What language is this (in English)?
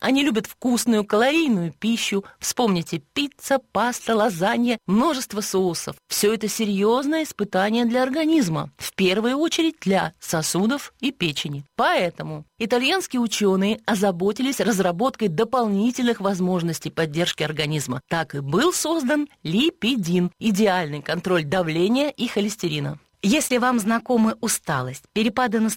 Russian